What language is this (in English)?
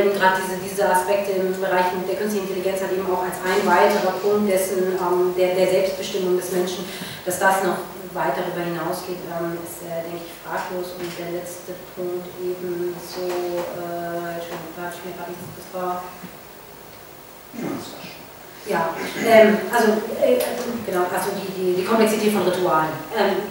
German